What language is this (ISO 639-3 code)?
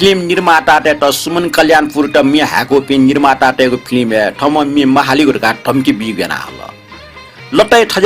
new